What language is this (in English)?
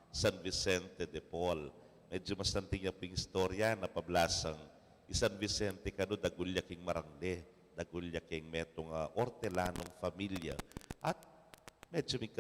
Pampanga